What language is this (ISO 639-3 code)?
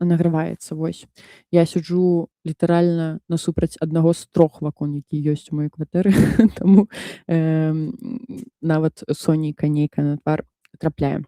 bel